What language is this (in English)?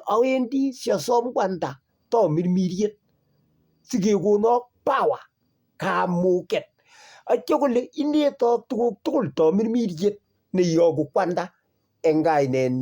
Kalenjin